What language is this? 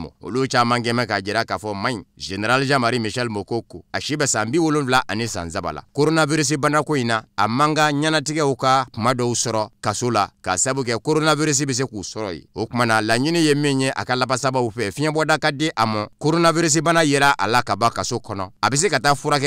Bambara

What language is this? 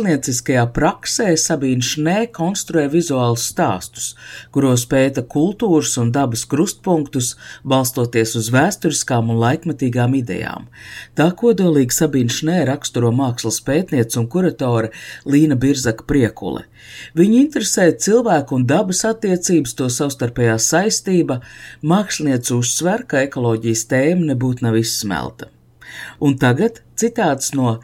Latvian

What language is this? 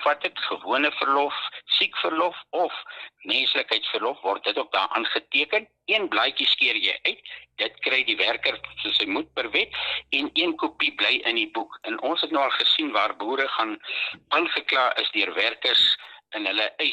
Afrikaans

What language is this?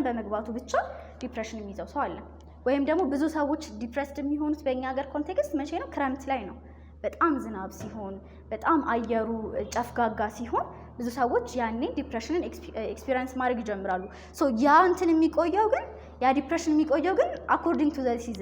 Amharic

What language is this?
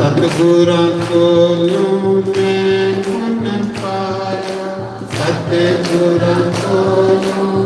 Dogri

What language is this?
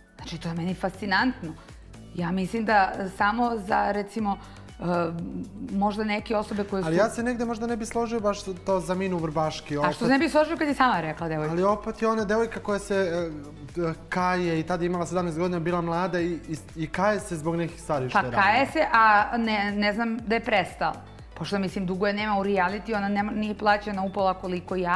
Serbian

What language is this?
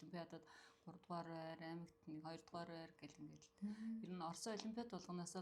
Mongolian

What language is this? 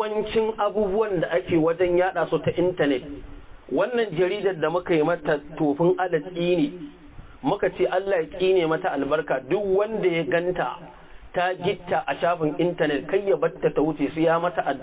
Hausa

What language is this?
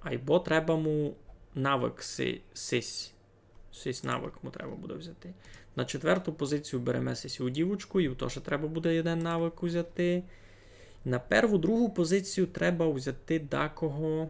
Rusyn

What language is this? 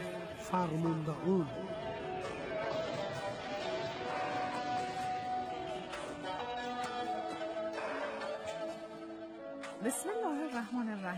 Persian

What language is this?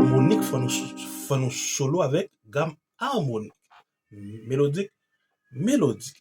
Haitian Creole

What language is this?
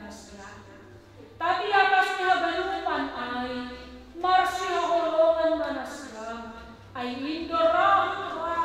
Batak Toba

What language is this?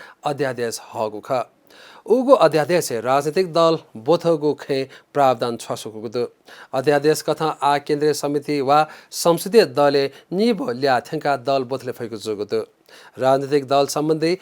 Newari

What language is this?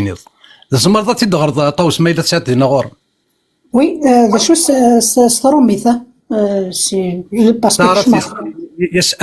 Kabyle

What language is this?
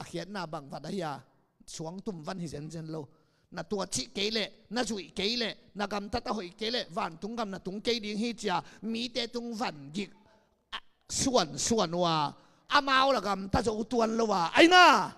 Tedim Chin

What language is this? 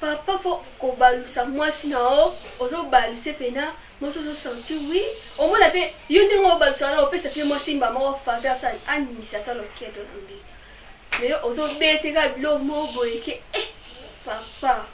Lingala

